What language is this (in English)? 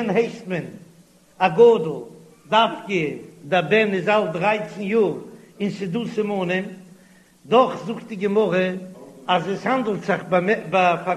Yiddish